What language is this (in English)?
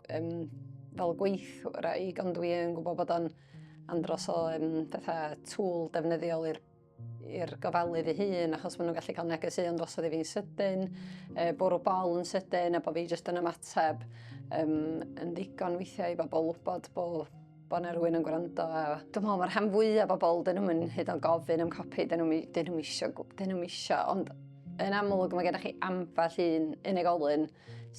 Welsh